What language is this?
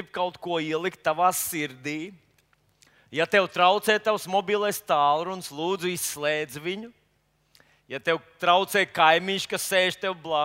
Latvian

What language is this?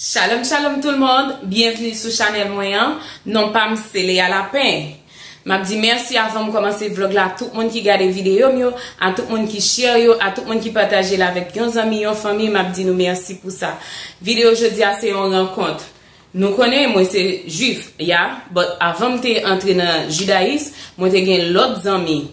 Haitian Creole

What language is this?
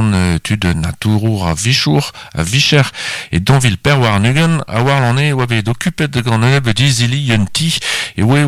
Breton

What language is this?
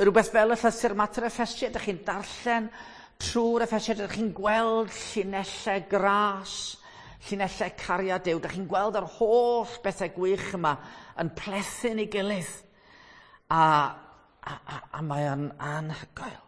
Welsh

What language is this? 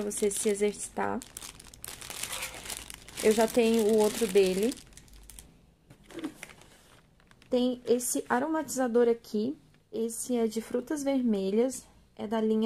Portuguese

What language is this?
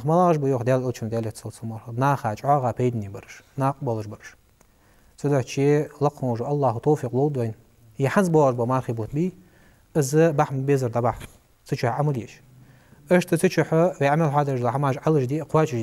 Ingush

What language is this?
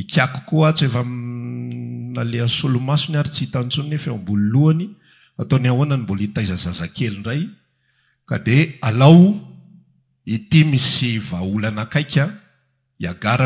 Malagasy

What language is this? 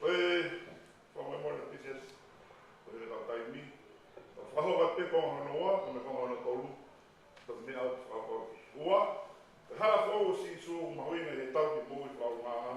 Tongan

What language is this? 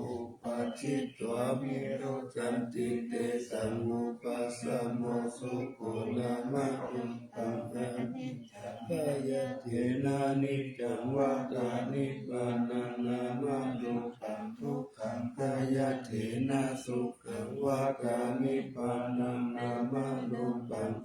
Pali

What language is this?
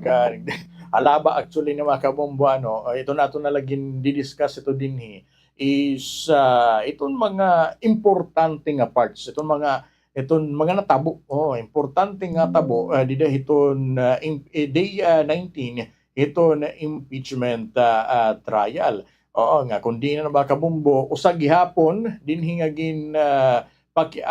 Waray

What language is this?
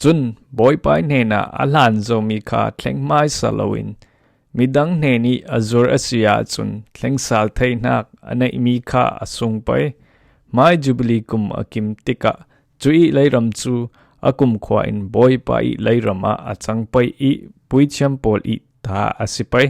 Falam Chin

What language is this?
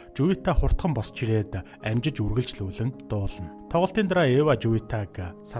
Mongolian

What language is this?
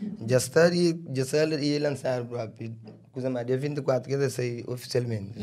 Kabuverdianu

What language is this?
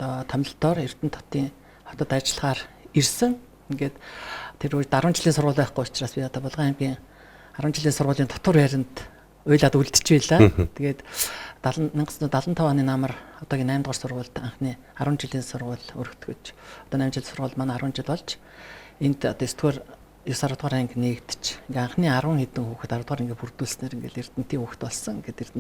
Mongolian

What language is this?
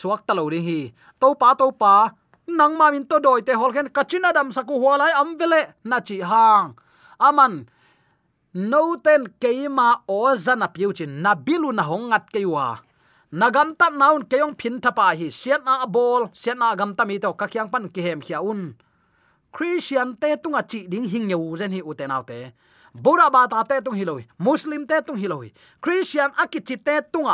Tedim Chin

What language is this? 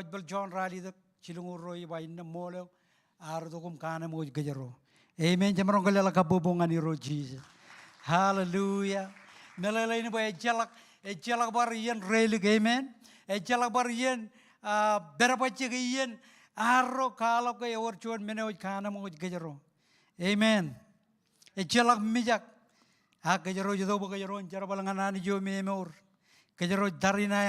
Marshallese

